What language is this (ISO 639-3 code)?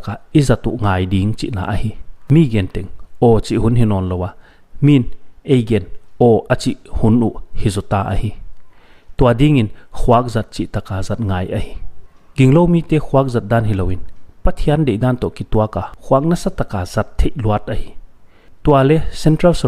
pck